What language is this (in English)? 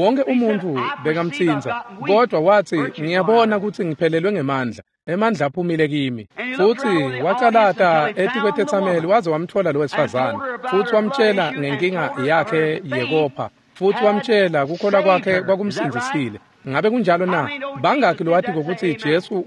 Swati